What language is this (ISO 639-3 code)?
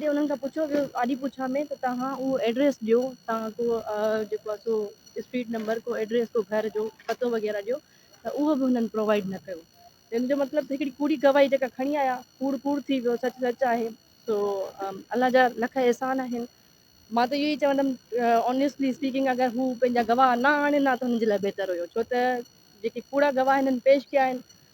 snd